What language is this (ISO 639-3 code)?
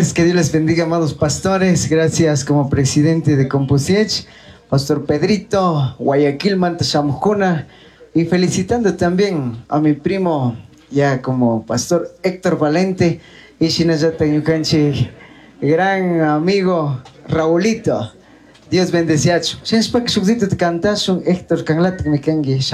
qug